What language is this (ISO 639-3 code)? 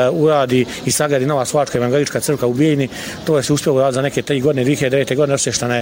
bos